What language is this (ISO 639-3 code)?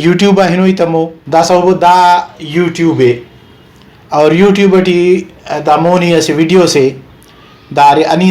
brh